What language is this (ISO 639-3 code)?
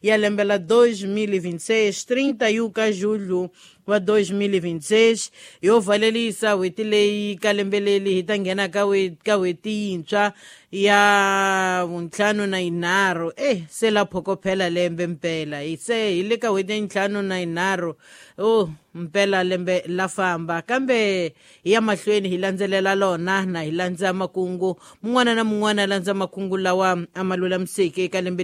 tso